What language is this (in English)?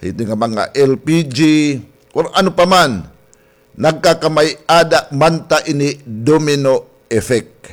Waray